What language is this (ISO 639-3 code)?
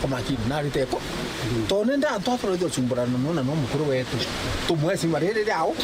mer